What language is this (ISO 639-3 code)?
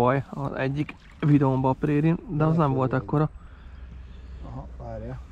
hun